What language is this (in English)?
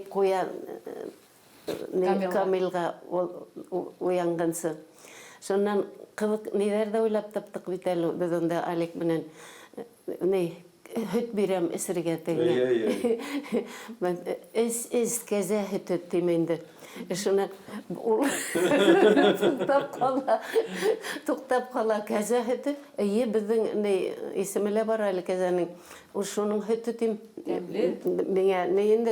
Bashkir